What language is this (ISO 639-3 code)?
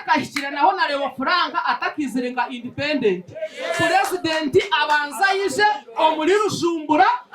nyn